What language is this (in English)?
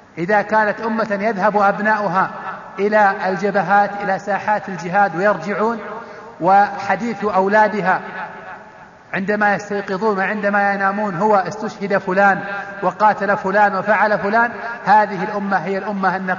Arabic